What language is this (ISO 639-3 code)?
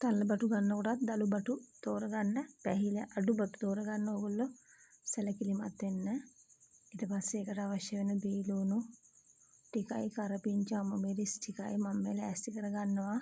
sin